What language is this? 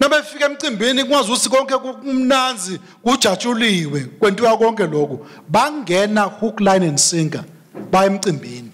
Swati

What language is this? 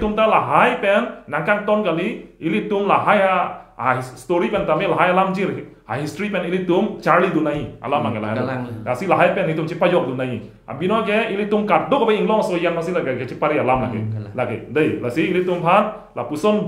Karbi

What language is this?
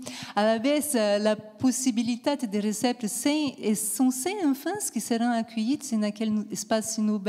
Occitan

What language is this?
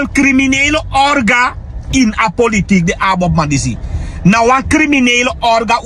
Sranan Tongo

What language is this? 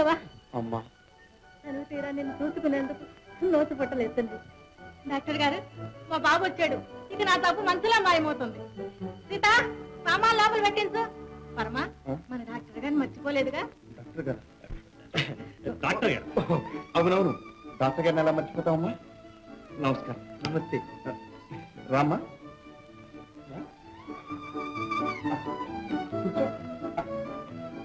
Telugu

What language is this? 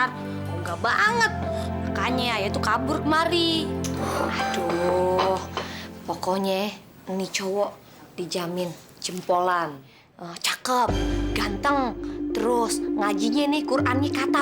Betawi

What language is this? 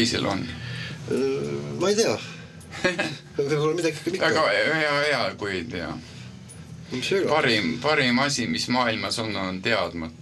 Estonian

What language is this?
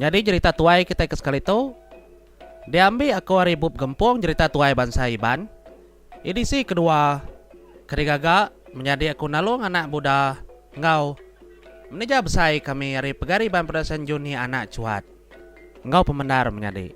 Iban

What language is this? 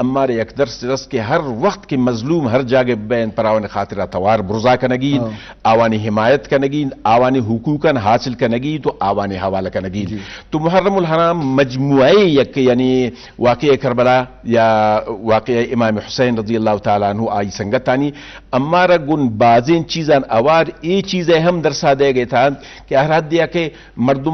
Eastern Balochi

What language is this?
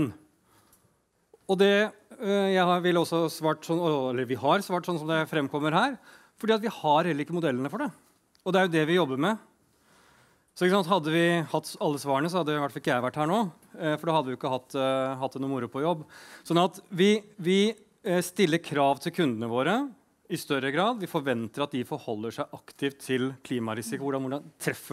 Norwegian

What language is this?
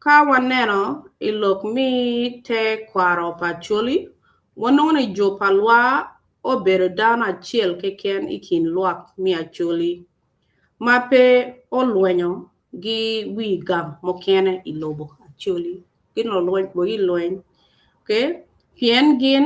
Acoli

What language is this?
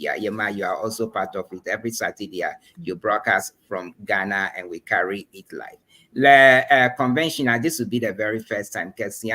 Ewe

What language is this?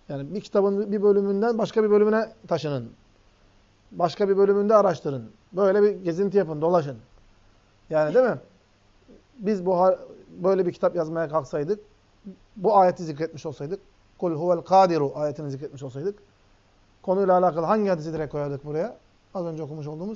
Turkish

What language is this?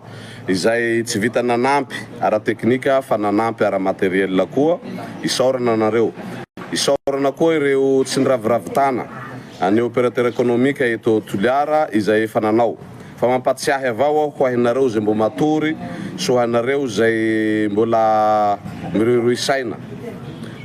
Malagasy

